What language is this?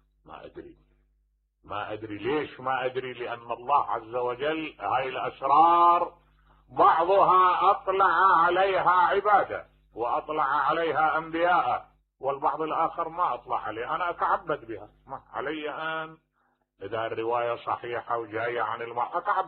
Mesopotamian Arabic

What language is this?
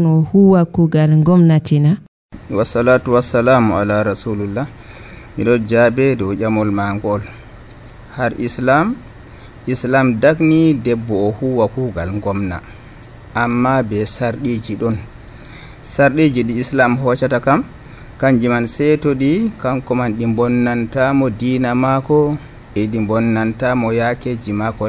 Nigerian Fulfulde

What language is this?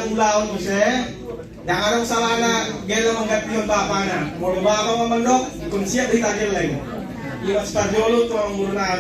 Batak Toba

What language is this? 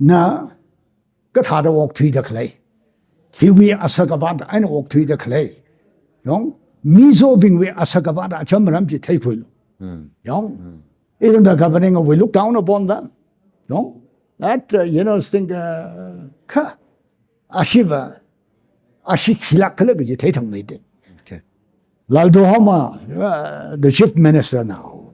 Tangkhul Naga (India)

